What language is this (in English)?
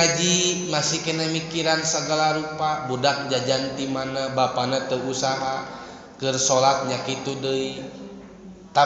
Sundanese